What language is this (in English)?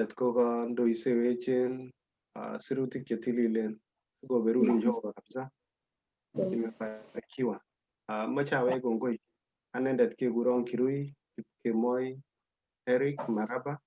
Kalenjin